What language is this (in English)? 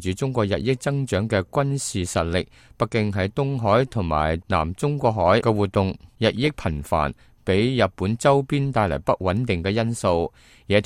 Cantonese